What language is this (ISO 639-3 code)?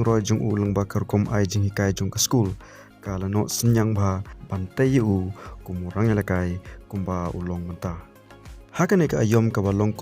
kha